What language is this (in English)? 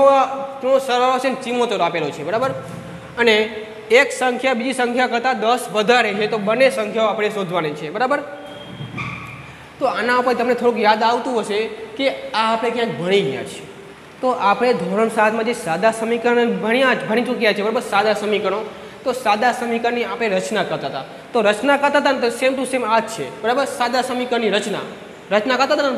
Gujarati